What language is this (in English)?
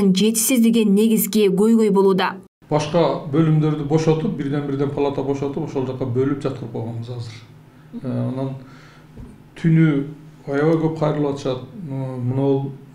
Kyrgyz